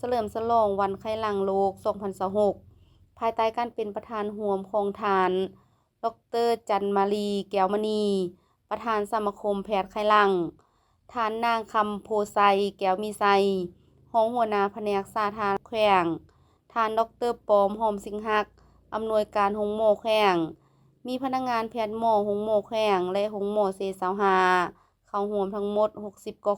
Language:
Lao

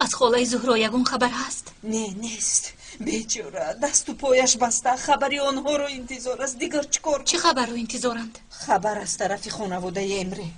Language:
Tajik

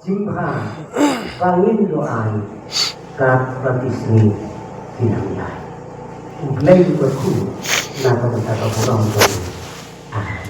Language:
Khasi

